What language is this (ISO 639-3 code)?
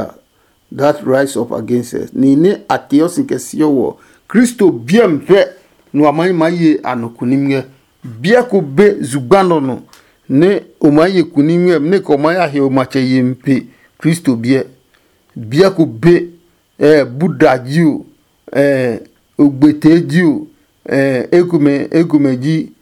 ada